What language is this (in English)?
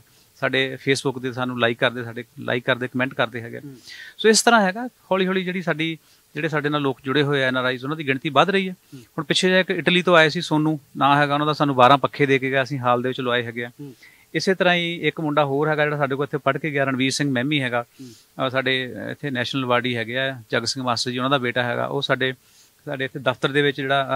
Punjabi